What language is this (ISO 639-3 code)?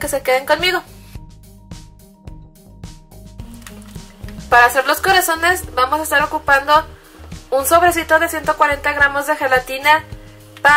spa